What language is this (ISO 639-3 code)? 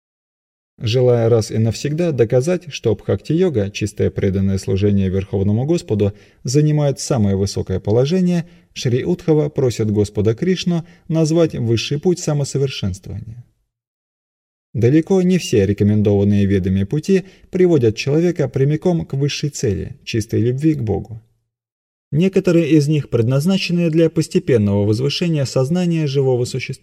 rus